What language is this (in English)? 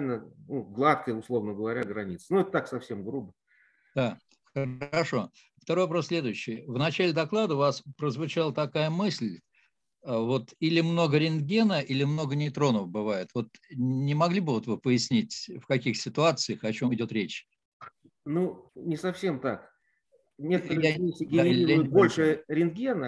Russian